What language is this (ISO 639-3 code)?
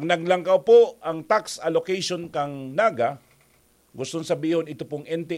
bik